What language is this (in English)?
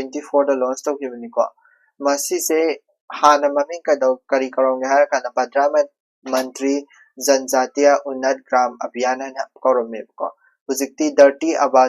Manipuri